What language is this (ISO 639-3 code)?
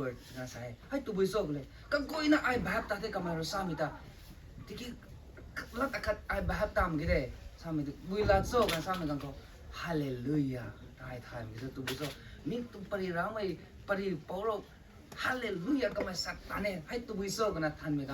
nbu